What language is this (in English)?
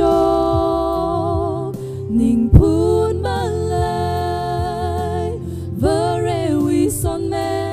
Tangkhul Naga (India)